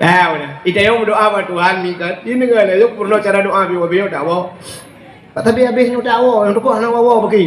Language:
Achinese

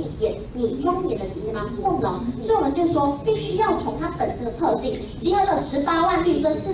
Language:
Chinese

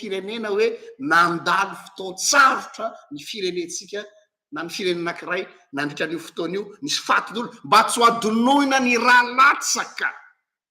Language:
Malagasy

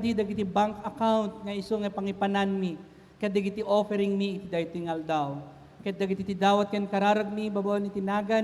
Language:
Iloko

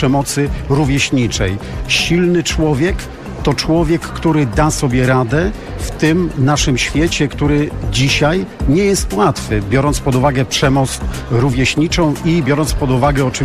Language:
Polish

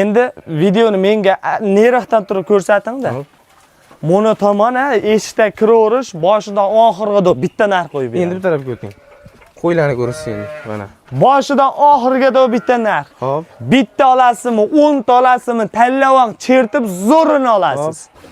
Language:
Uzbek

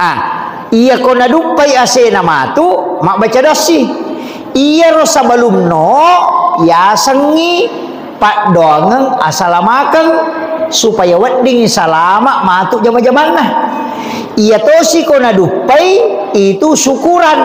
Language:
Buginese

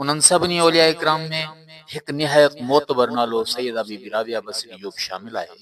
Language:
Sindhi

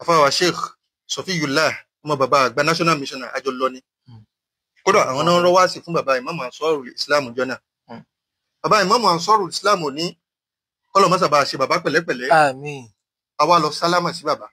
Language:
Yoruba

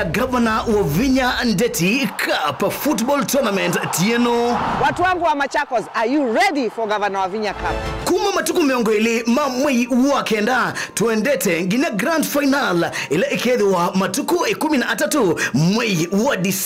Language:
Kamba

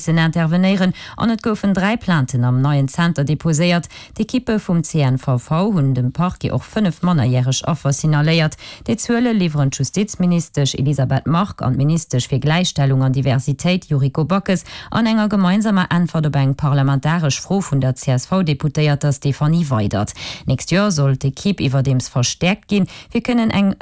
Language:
Luxembourgish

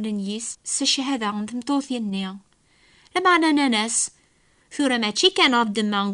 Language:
Kabyle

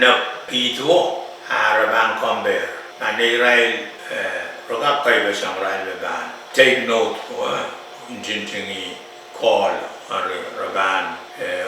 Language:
Pohnpeian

